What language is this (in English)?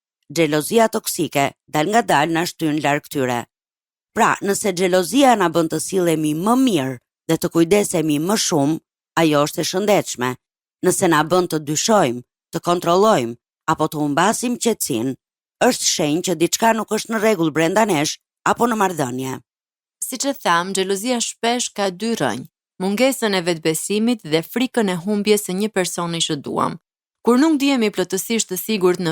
Albanian